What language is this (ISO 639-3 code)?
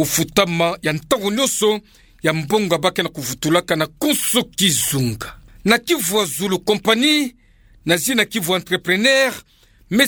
ktu